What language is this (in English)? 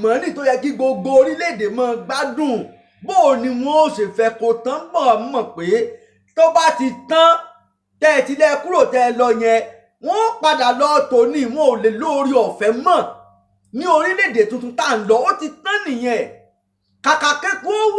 Yoruba